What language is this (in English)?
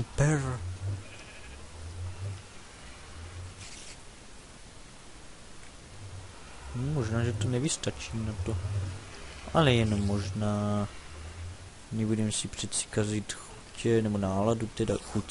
Czech